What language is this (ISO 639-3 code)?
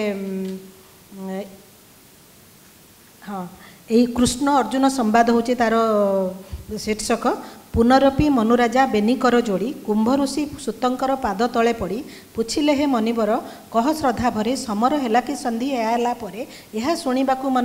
ori